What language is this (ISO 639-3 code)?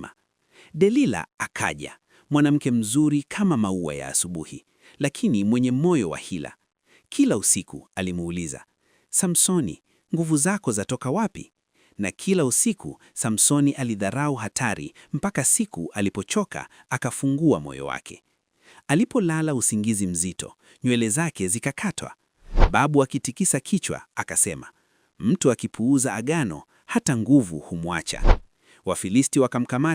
swa